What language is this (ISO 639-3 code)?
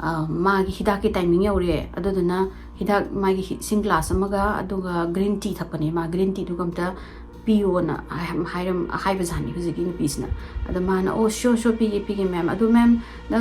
mni